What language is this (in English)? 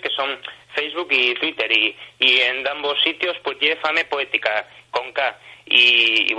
Asturian